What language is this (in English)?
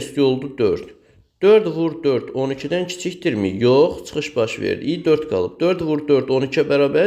Azerbaijani